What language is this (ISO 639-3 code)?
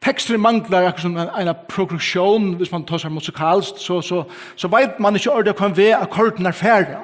fao